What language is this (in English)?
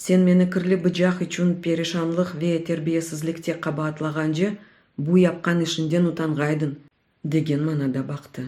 Crimean Tatar